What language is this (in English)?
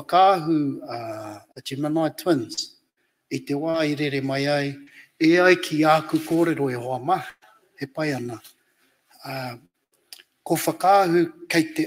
Māori